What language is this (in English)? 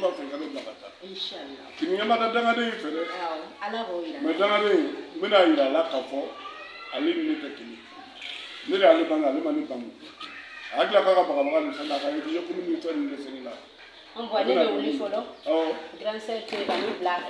Bambara